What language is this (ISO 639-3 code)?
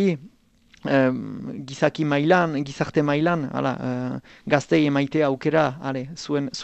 eus